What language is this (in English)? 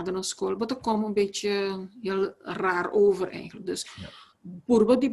Papiamento